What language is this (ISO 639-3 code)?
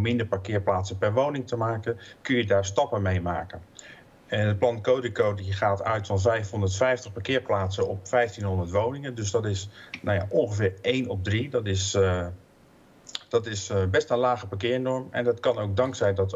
nld